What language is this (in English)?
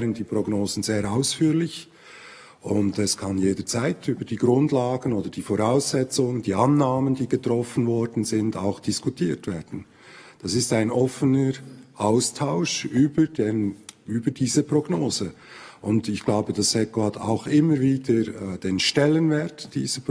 Swiss German